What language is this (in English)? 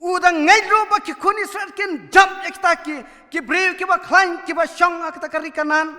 Khasi